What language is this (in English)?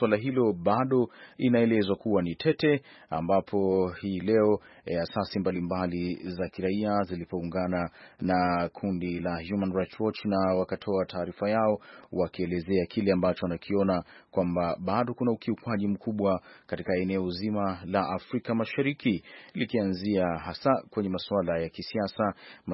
Swahili